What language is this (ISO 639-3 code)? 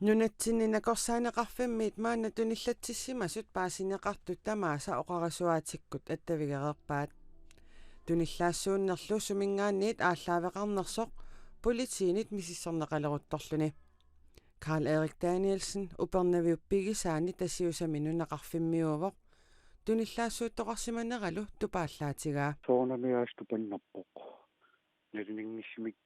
kal